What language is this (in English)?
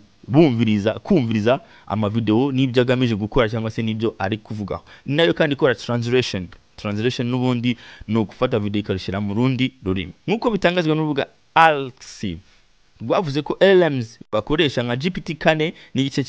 Kinyarwanda